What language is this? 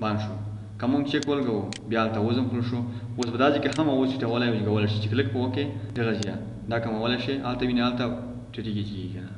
Pashto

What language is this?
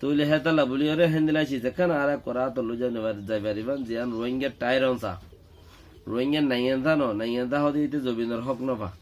Rohingya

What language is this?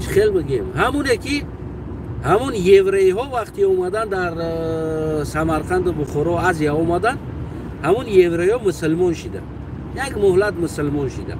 Tajik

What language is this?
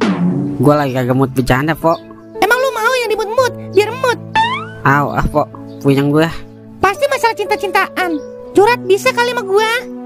Betawi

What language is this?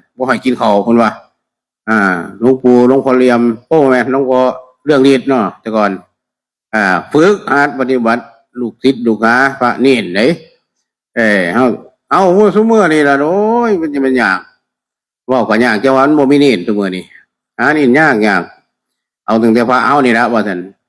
Northeastern Thai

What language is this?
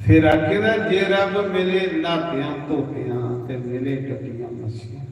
Dogri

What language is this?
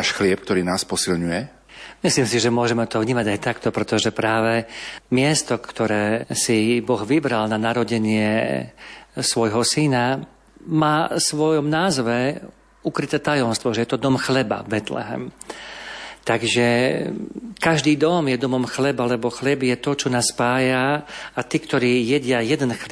Slovak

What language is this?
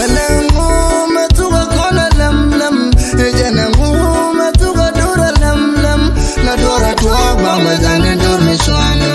Nuer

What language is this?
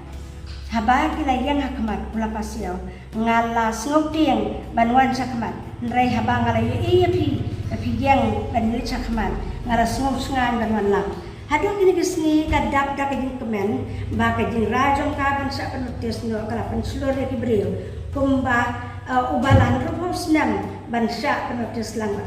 Khasi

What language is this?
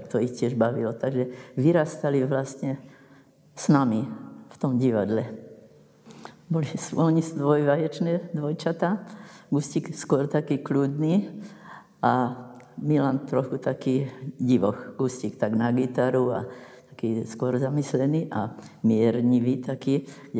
Slovak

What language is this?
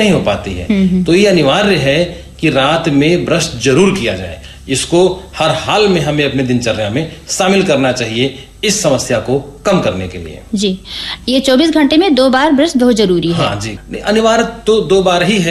Hindi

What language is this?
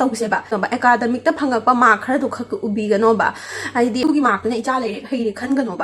Manipuri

